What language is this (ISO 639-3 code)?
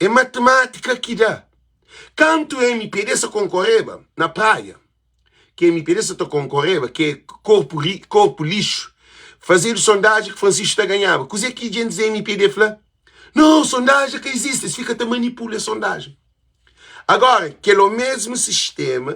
kea